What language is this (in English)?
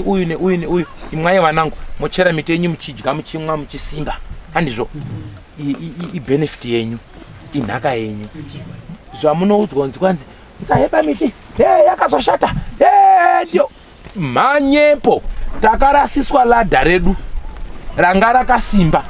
Shona